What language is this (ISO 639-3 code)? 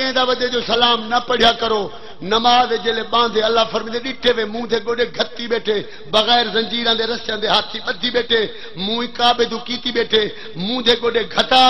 skr